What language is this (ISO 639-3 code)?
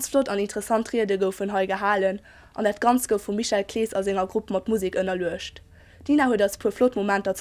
ltz